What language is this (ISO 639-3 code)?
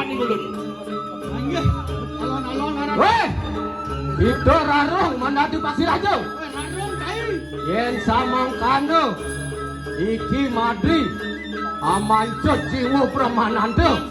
ban